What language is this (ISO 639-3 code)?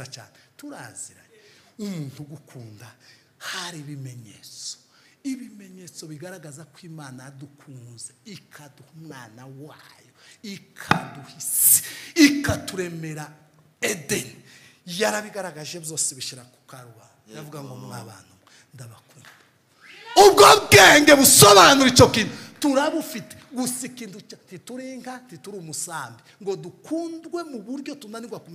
kin